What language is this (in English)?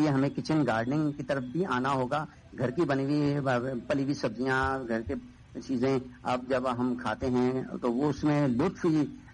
Urdu